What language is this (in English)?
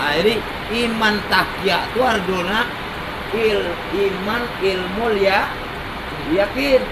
Minangkabau